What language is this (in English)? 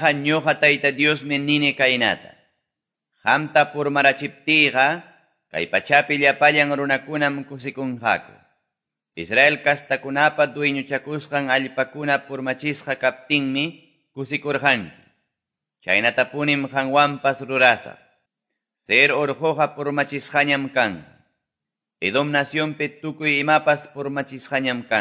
Ayacucho Quechua